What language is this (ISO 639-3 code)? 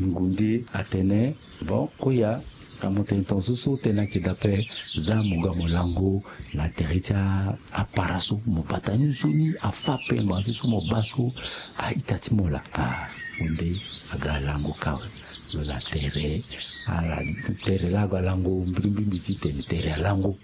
sag